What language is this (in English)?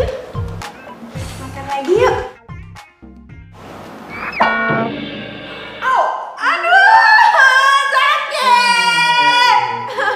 Indonesian